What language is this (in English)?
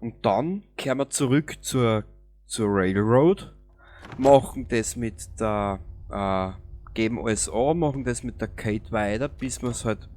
Bavarian